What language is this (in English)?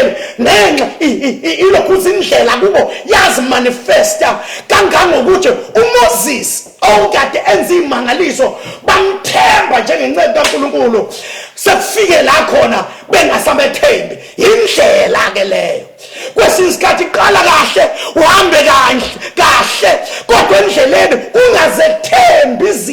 Zulu